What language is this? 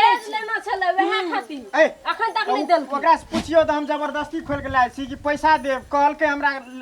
Maithili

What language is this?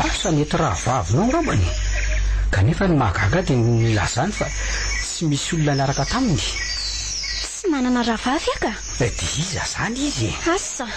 Malagasy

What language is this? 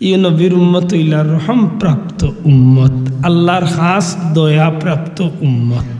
Sylheti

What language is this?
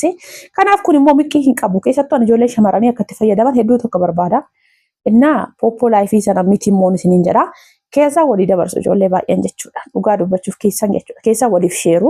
Oromo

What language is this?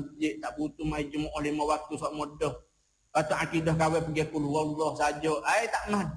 Malay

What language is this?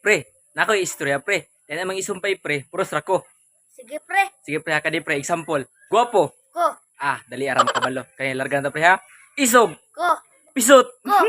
Cebuano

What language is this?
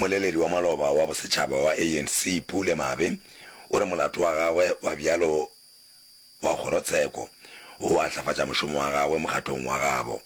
Northern Sotho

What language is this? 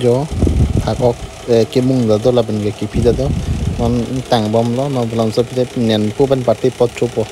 Karbi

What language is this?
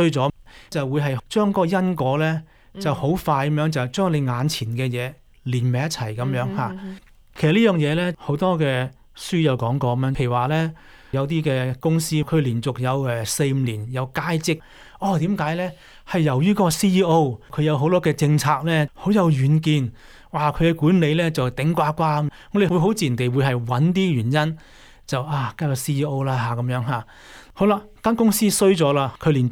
Cantonese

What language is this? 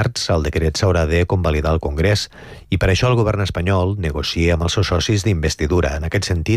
Catalan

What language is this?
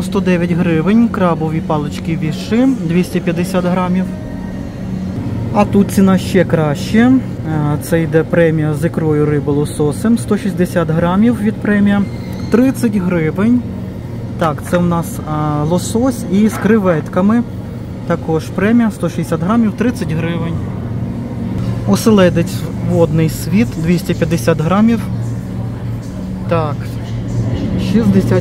Ukrainian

